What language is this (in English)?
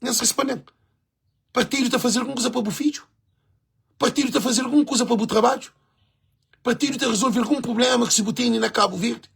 Kabuverdianu